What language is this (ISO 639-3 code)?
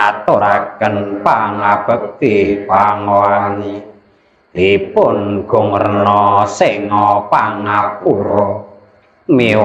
jav